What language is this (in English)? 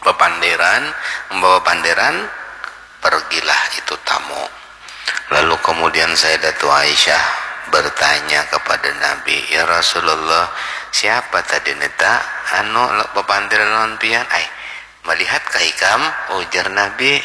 Banjar